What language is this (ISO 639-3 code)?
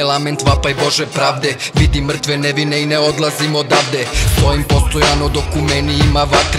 srp